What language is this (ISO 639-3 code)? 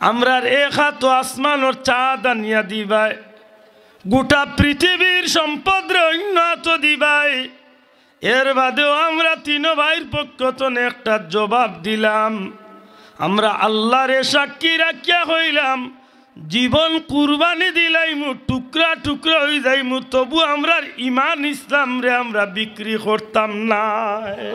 syl